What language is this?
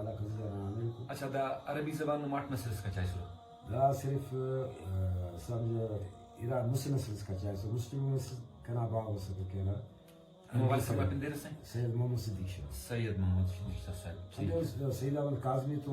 Brahui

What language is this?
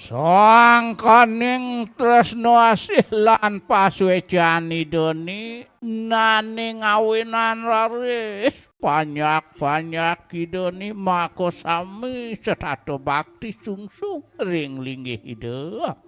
Balinese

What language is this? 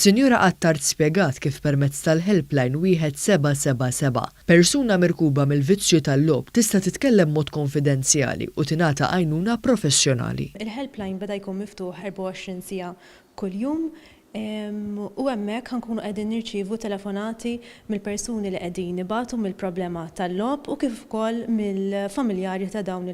Maltese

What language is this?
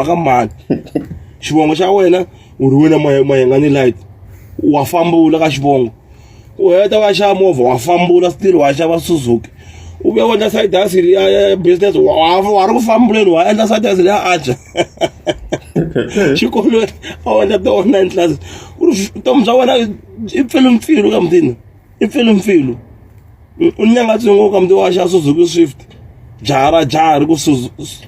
Tsonga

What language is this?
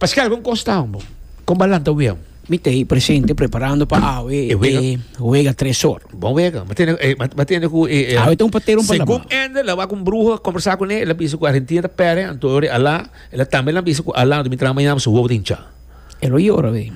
Papiamento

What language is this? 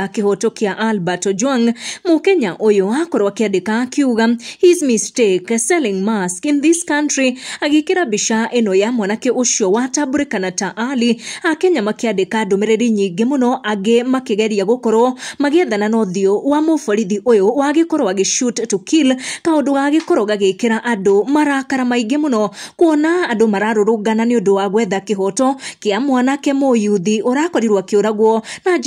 Kikuyu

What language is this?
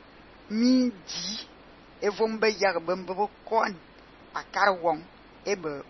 Fang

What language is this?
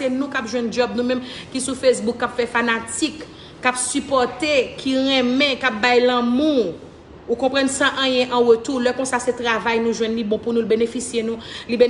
Haitian Creole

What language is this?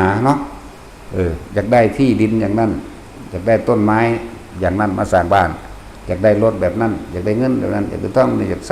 Northeastern Thai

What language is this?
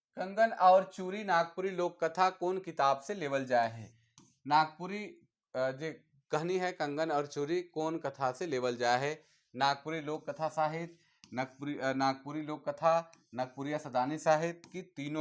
Sadri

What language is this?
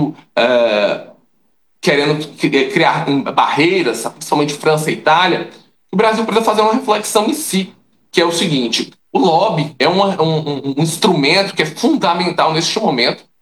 Portuguese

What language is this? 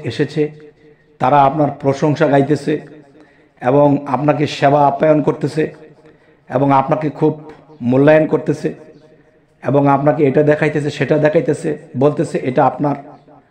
Bangla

